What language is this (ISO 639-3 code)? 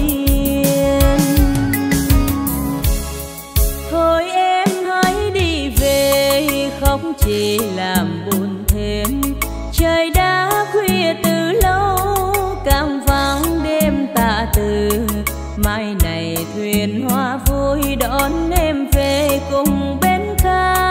vie